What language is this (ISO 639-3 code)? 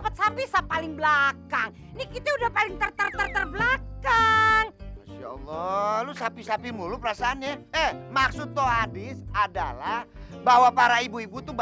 bew